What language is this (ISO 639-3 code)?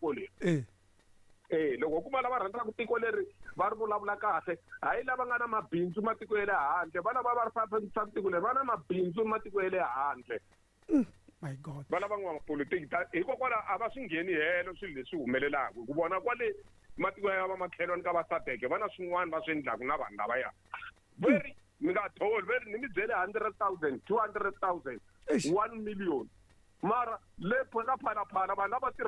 tso